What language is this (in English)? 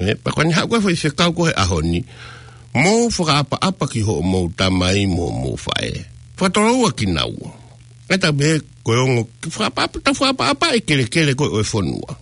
Tongan